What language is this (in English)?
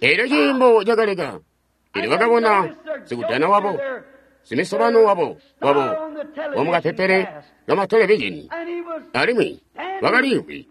Tonga (Zambia)